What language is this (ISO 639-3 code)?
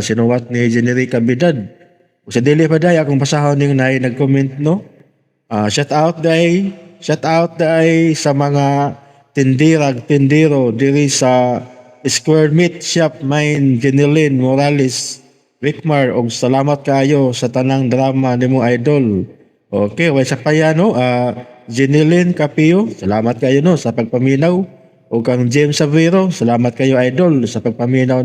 ceb